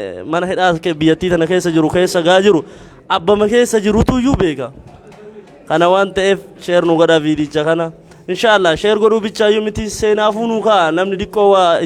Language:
Oromo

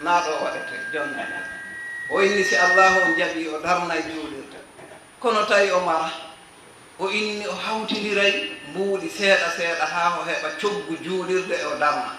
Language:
Fula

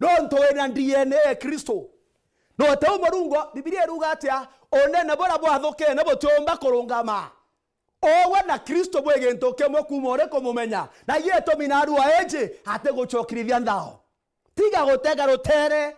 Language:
Meru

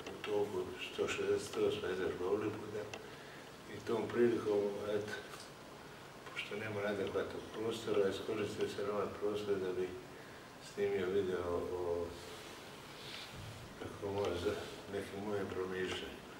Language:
Croatian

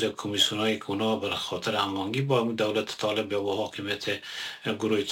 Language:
Persian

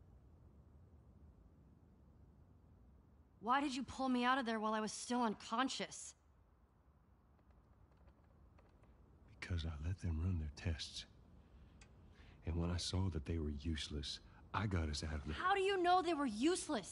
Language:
English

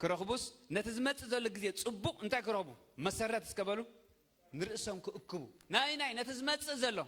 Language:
Tigrinya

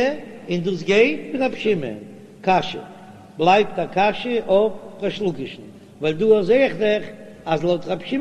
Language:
Yiddish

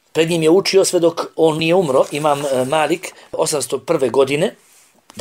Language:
Bosnian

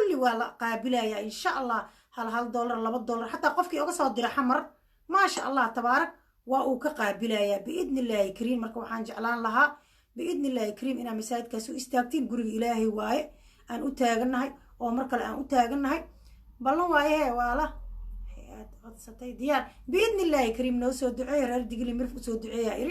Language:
Somali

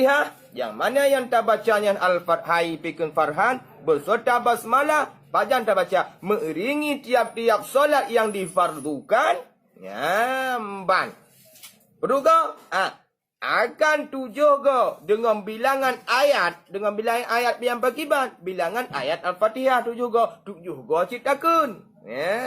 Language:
Achinese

